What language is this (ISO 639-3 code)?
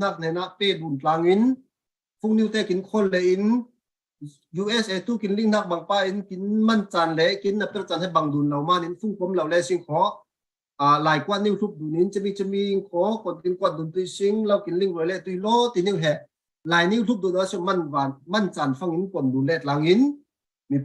cfm